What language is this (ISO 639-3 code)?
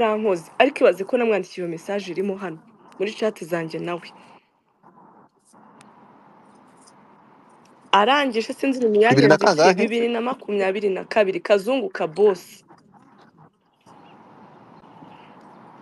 kin